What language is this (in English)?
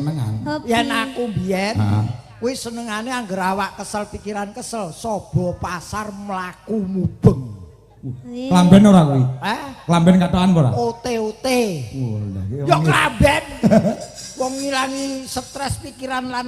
Javanese